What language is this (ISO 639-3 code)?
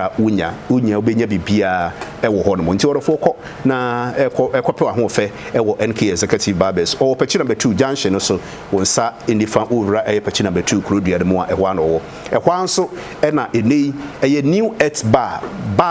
aka